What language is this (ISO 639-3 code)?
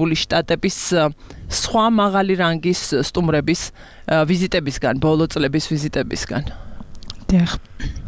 kat